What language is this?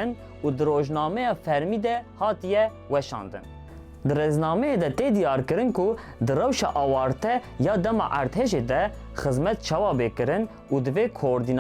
Kurdish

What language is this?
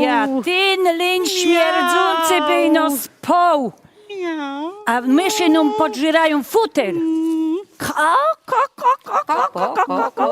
Silesian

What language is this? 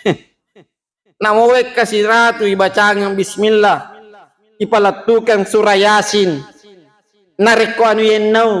Buginese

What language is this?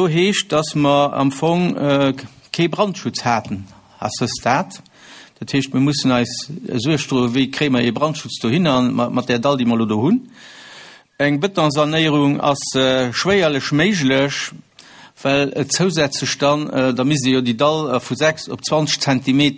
Luxembourgish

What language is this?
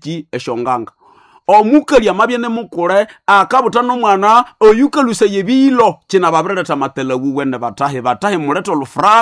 Nande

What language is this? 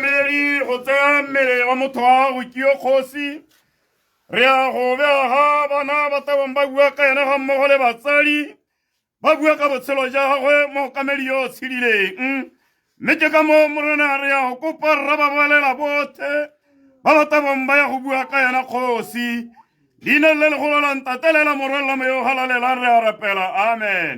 Tswana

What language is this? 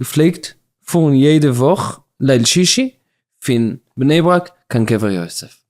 Yiddish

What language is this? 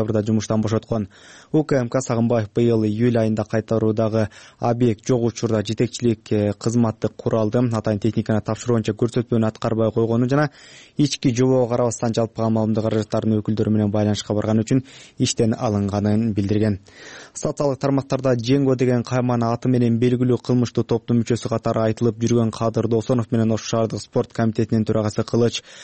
Kyrgyz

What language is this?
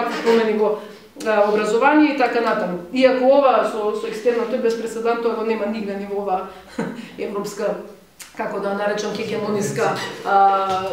Macedonian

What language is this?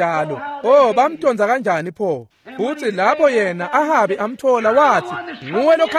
Swati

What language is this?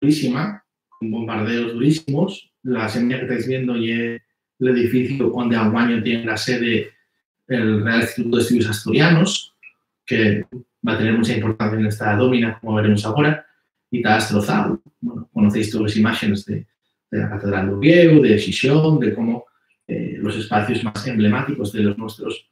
Asturian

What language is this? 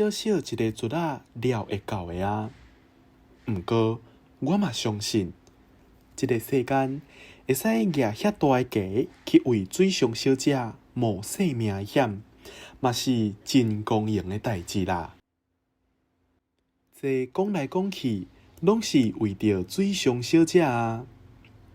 Min Nan Chinese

